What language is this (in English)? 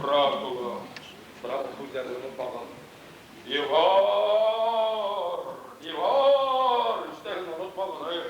Bashkir